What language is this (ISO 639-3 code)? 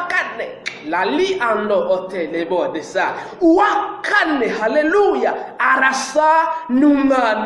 kin